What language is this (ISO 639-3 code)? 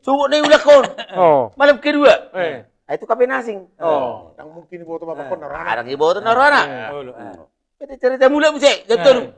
bbc